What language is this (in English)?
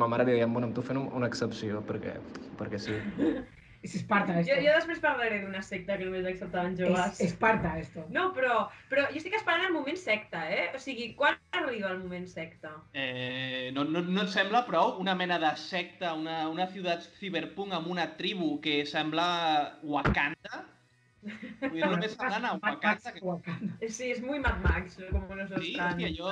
Catalan